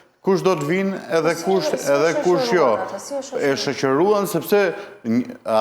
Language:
Albanian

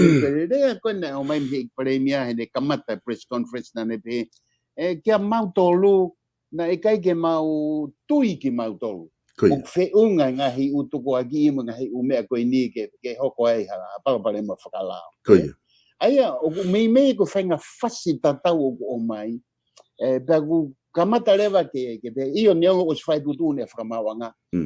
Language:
Tongan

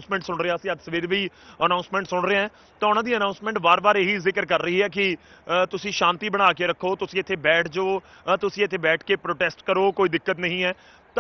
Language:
Punjabi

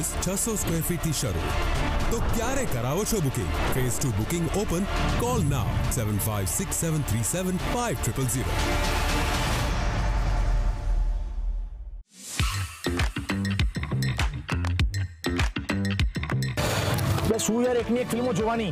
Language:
Gujarati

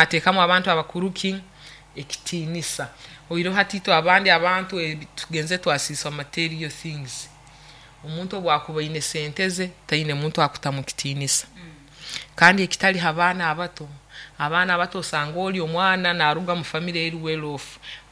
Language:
Nyoro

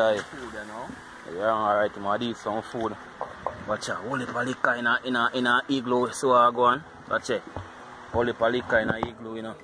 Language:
Jamaican Creole English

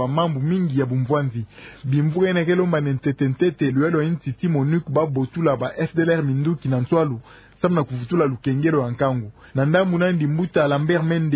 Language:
Kituba (Democratic Republic of Congo)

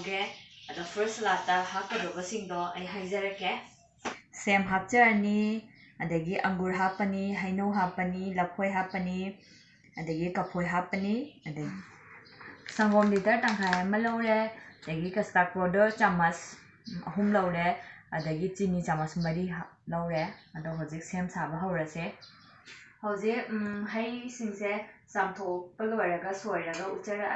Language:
Manipuri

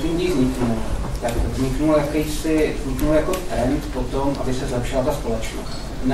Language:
Czech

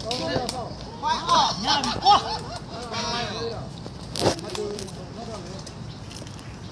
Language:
Burmese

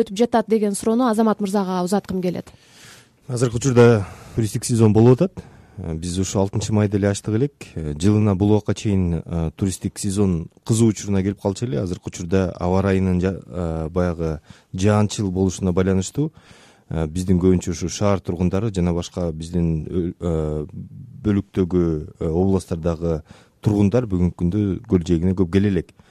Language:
Kyrgyz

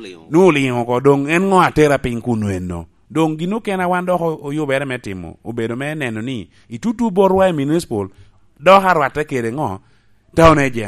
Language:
Lango (Uganda)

